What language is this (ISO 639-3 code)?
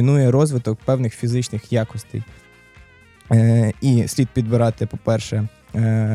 ukr